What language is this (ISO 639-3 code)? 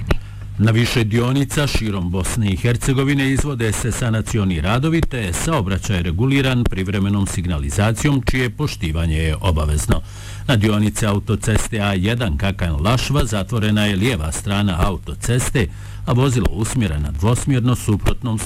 bos